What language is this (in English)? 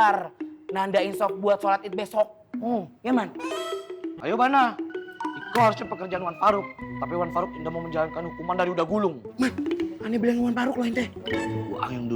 Betawi